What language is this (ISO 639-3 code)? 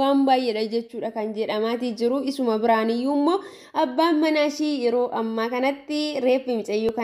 orm